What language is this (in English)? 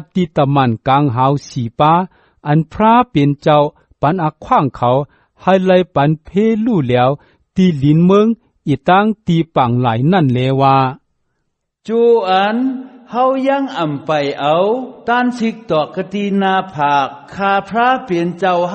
Shan